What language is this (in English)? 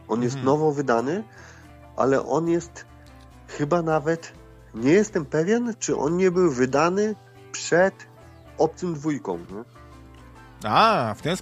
Polish